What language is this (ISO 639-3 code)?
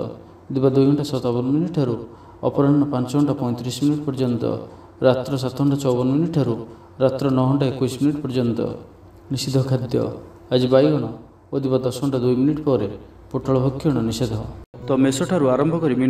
ori